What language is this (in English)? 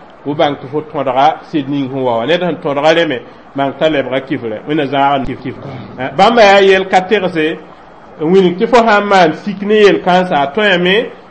Mossi